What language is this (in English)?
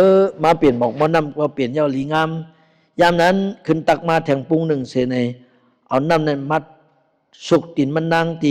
Shan